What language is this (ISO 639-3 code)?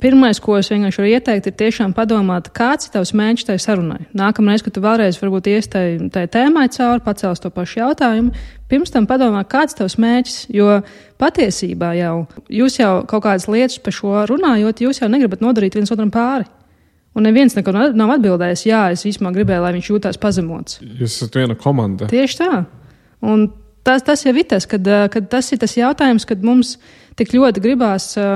lav